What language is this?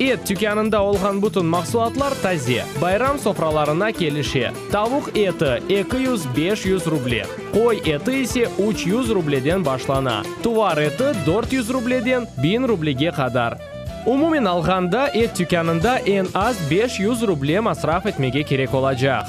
Crimean Tatar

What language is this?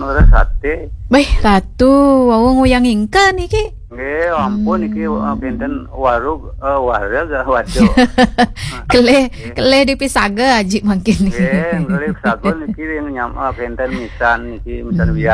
Balinese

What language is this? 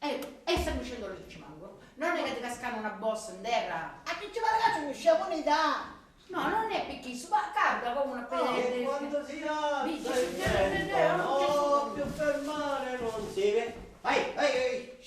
Sicilian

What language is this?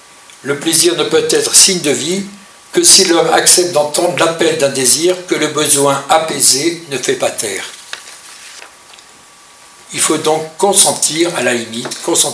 French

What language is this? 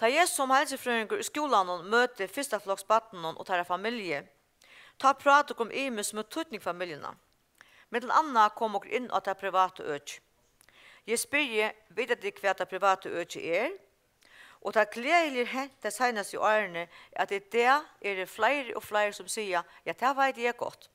Faroese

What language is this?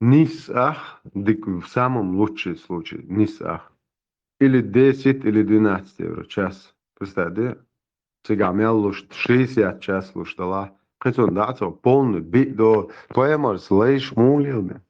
Chechen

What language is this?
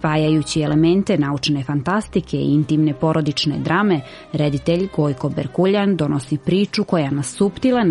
Serbian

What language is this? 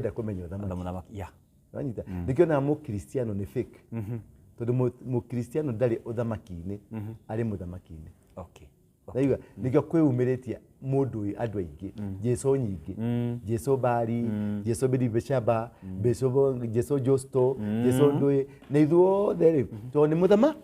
Kikuyu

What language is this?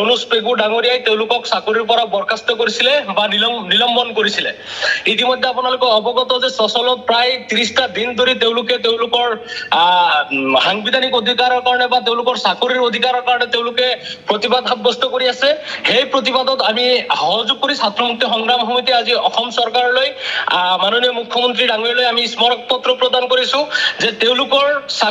Assamese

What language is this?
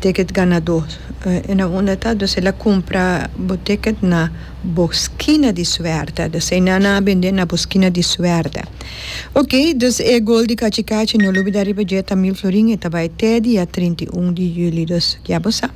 Papiamento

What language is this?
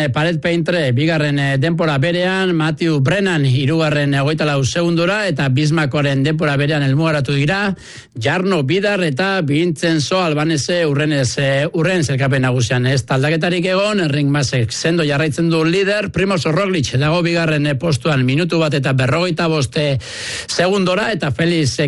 Basque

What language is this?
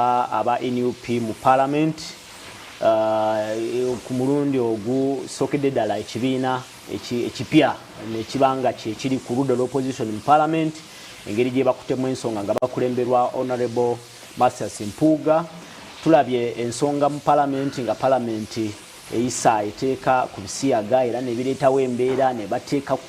Ganda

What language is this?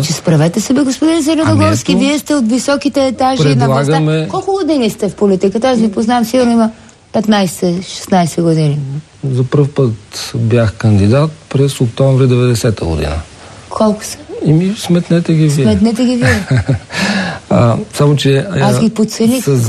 Bulgarian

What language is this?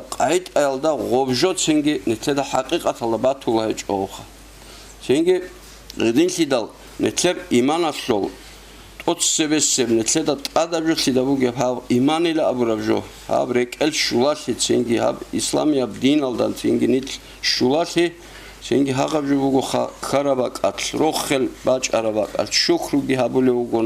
Avaric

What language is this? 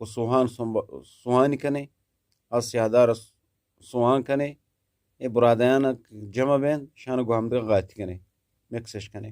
Eastern Balochi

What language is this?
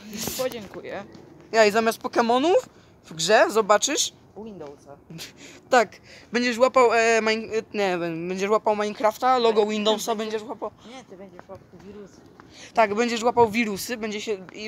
Polish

